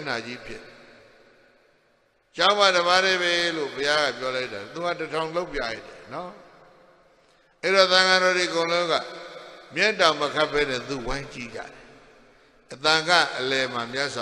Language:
Burmese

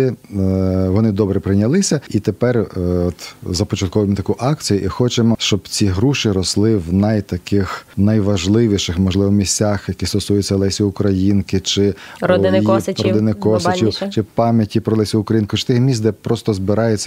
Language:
Ukrainian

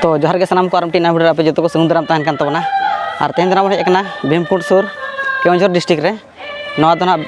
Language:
Santali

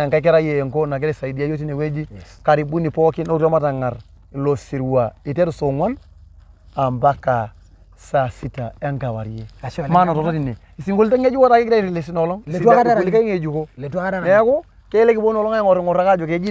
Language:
Masai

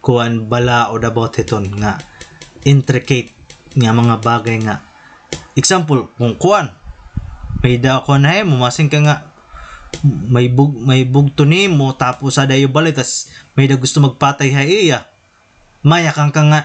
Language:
Waray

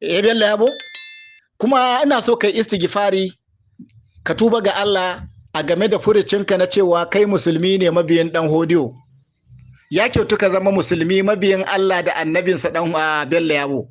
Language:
Hausa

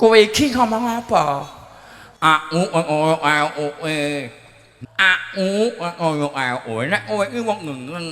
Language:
Javanese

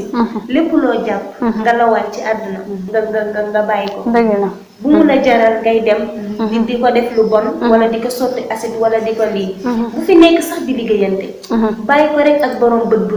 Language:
Wolof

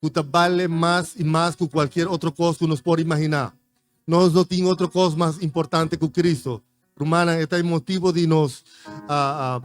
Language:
Papiamento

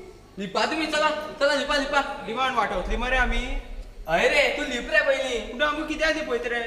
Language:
Konkani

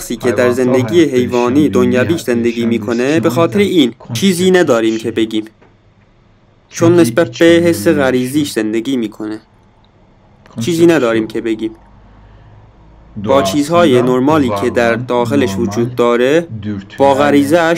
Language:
Persian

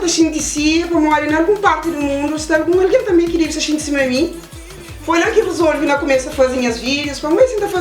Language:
Kabuverdianu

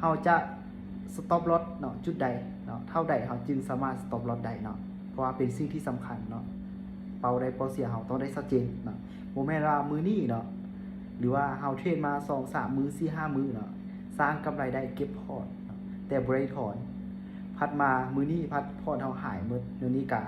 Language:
Lao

